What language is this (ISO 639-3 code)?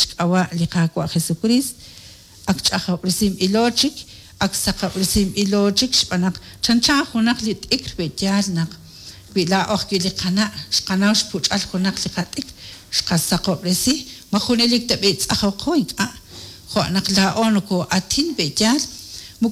kek